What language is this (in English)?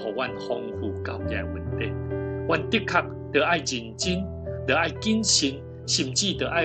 Min Nan Chinese